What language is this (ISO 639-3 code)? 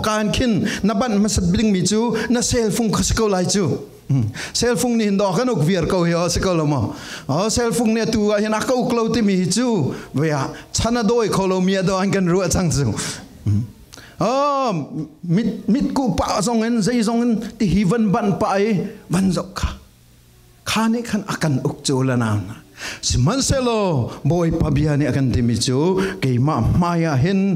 cfm